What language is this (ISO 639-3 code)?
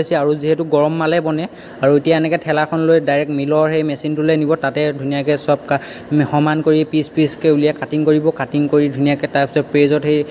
asm